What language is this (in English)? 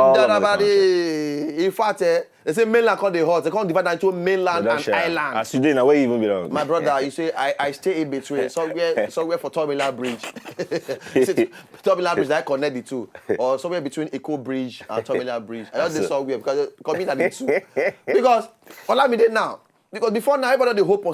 Nigerian Pidgin